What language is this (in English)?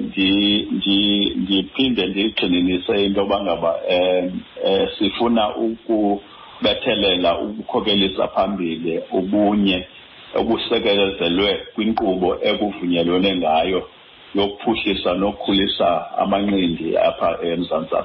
Xhosa